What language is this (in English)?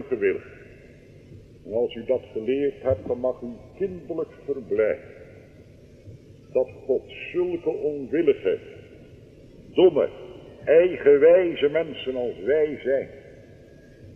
Dutch